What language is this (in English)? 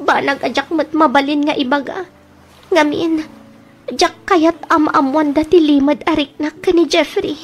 Iloko